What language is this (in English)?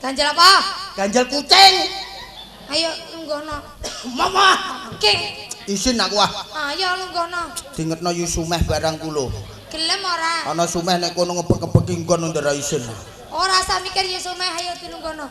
Javanese